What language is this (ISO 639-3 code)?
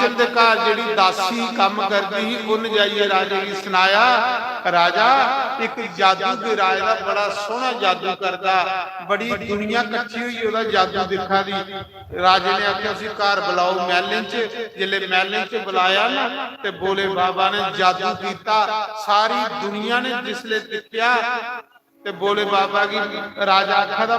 doi